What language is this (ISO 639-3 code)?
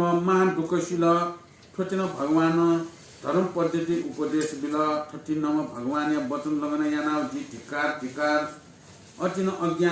new